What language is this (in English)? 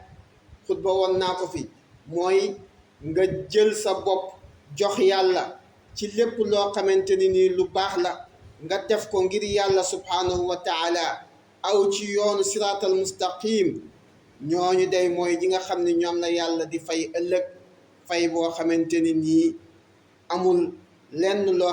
Wolof